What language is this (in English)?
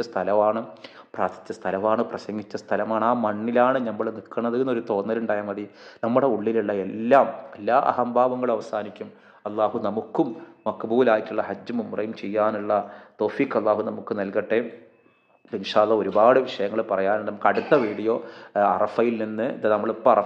Malayalam